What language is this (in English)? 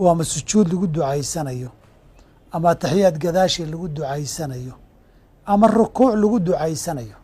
Somali